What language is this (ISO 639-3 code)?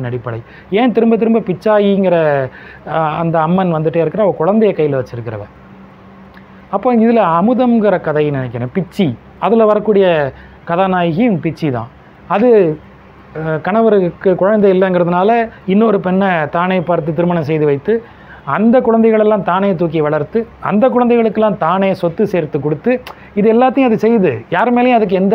tam